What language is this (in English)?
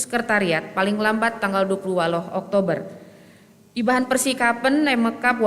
Batak Karo